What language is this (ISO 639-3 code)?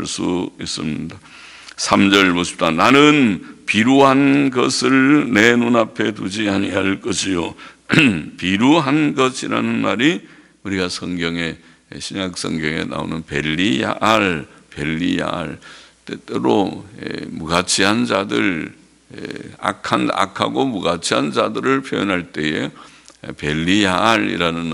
kor